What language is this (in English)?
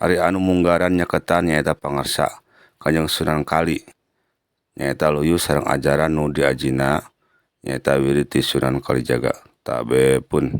Sundanese